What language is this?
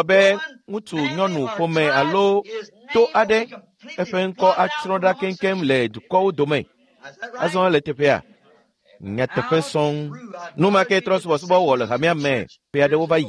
Ewe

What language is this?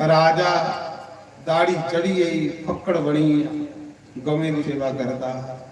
Dogri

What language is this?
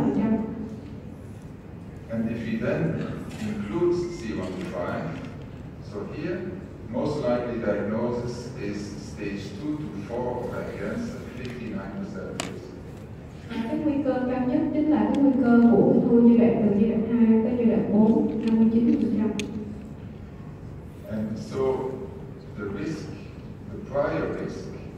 Vietnamese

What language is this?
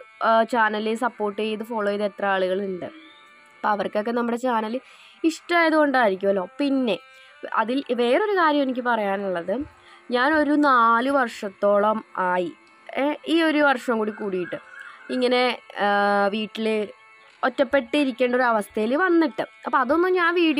Malayalam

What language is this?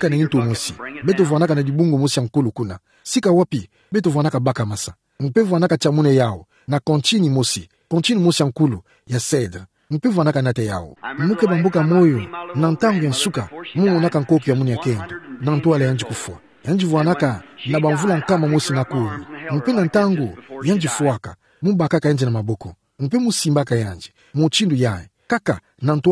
Kituba (Democratic Republic of Congo)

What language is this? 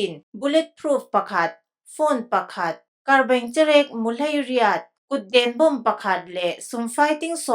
Falam Chin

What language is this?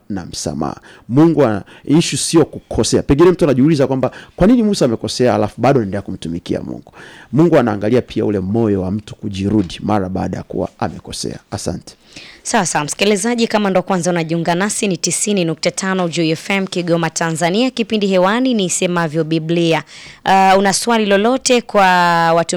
Swahili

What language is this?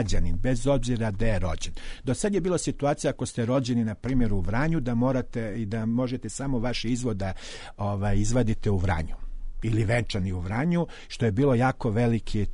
Serbian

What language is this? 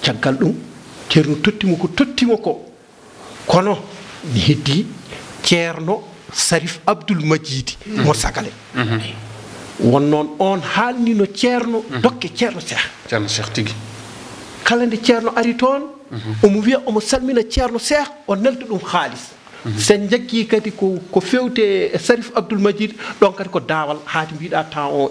Fula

